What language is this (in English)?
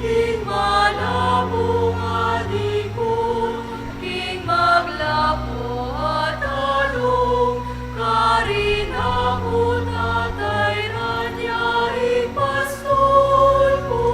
Pampanga